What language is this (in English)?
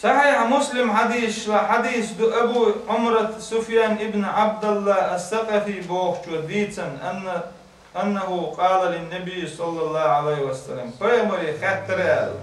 Chechen